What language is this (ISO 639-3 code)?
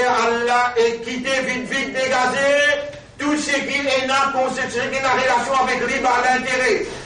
mfe